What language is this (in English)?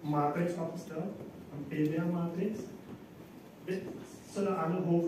Dutch